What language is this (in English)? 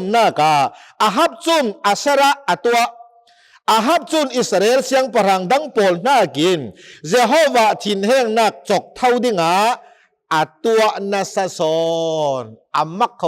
Hakha Chin